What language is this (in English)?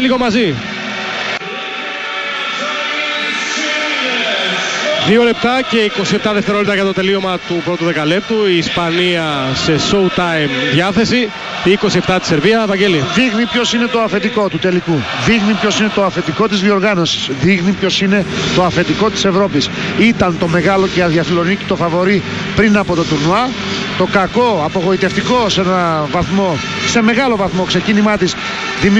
Greek